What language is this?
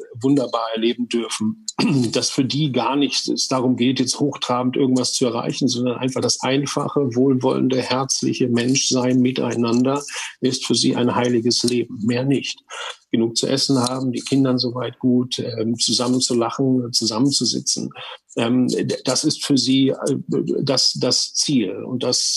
German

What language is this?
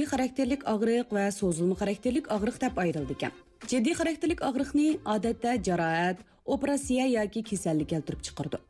Uyghur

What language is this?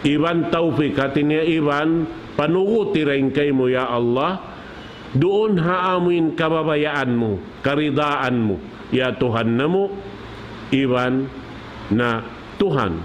Tausug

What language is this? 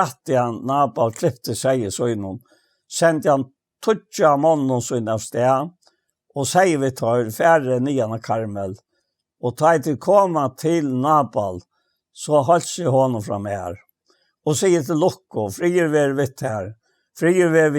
Faroese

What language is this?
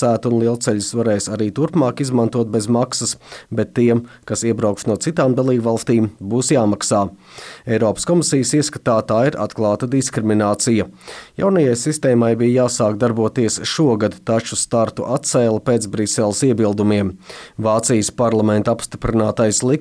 Latvian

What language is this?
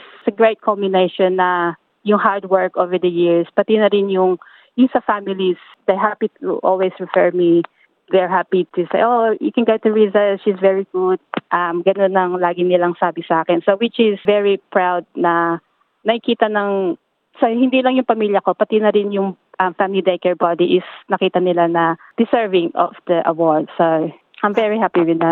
Filipino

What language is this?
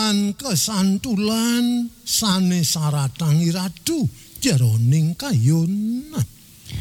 Balinese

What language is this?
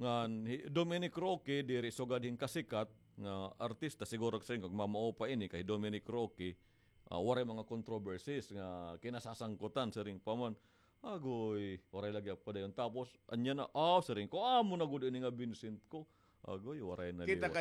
Waray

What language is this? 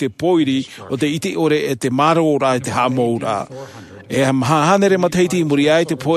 Tahitian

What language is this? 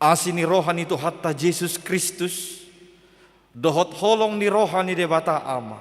Batak Toba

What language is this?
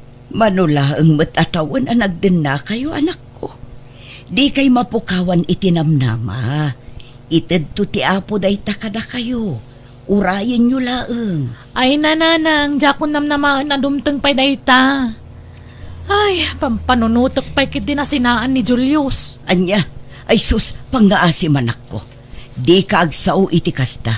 Iloko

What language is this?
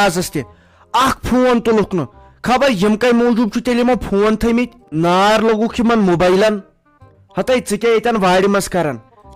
Kashmiri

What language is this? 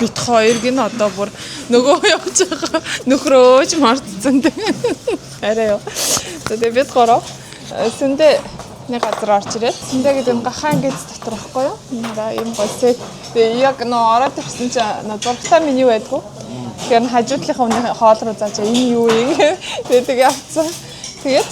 Mongolian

